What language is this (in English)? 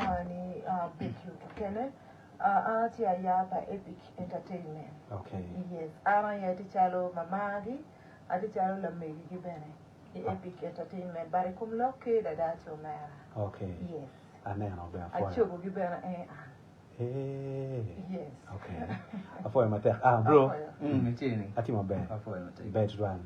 Acoli